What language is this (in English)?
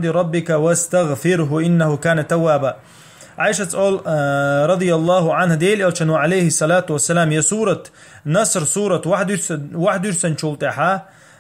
Chechen